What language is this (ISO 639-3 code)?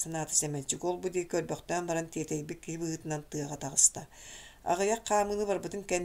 sah